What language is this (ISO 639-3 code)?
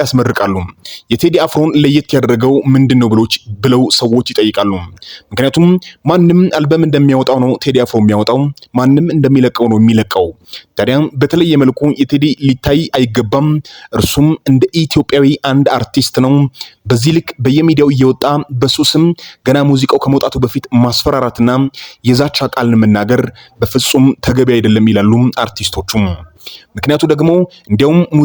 amh